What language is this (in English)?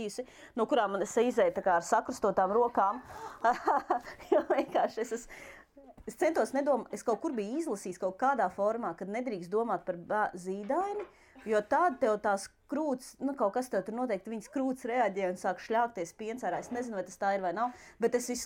Latvian